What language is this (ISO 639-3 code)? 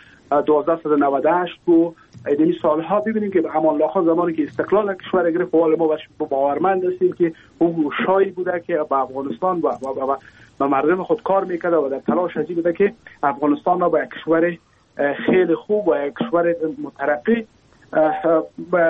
fas